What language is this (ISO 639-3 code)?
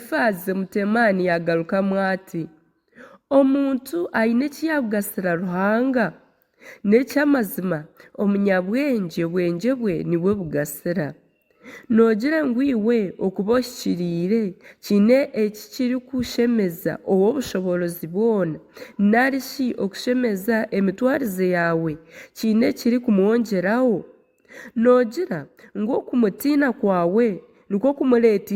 nyn